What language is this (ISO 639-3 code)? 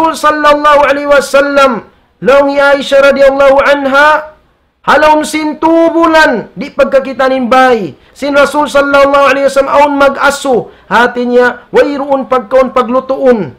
tsg